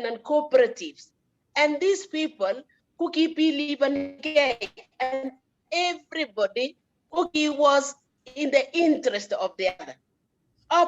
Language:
Kalenjin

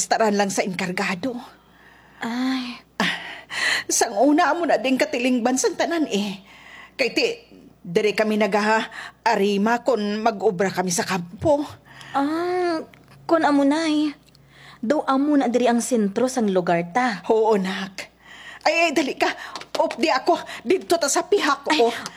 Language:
Hiligaynon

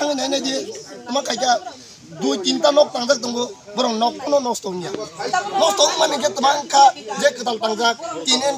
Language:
Kok Borok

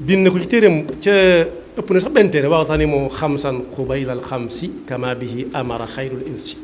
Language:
Wolof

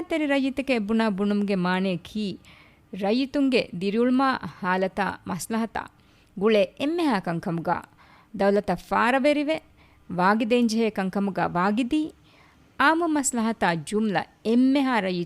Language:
Divehi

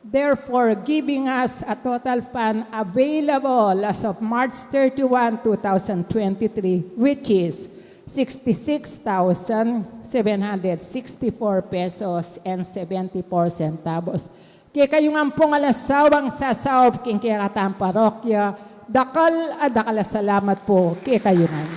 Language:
Pampanga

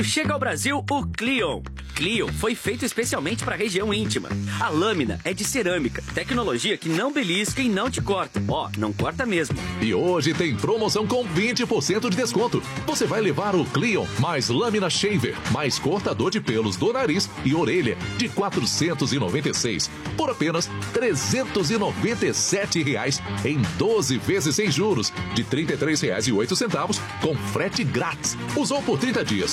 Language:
Portuguese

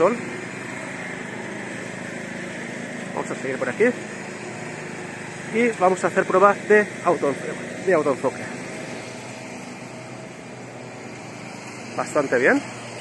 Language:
Spanish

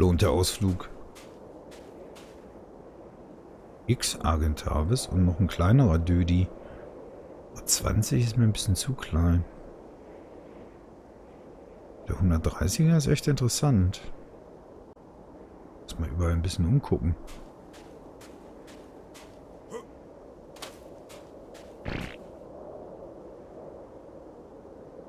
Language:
German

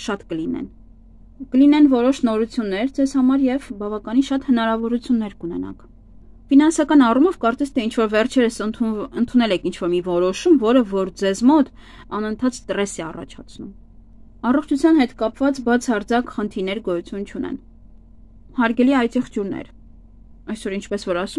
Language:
Armenian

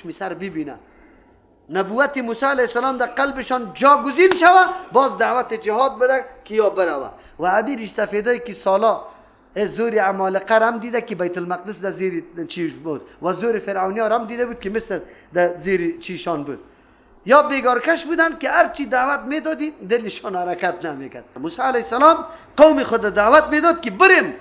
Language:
Persian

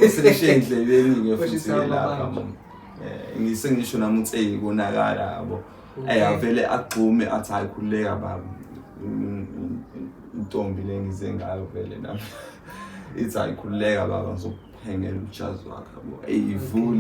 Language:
Zulu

